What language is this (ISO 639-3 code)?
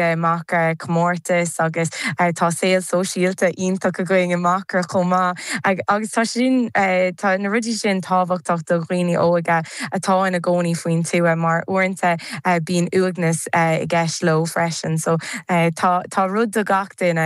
gle